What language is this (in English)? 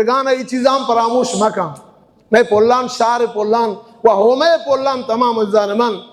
Baluchi